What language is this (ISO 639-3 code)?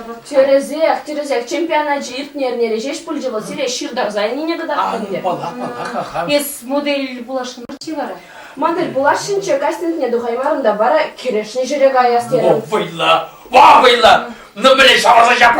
chv